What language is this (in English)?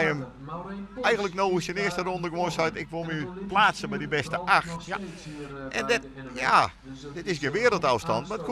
Western Frisian